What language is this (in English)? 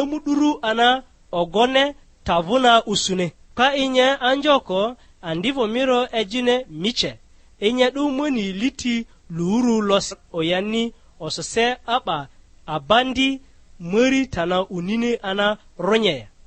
Lugbara